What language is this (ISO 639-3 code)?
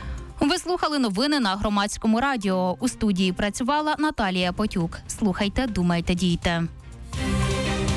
ukr